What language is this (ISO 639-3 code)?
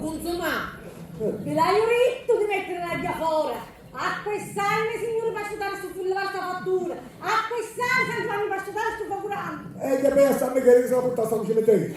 scn